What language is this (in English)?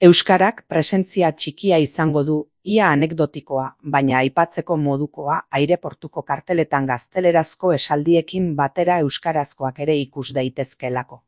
Basque